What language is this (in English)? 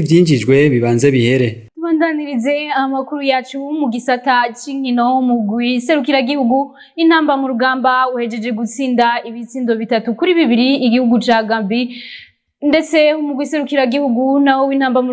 Rundi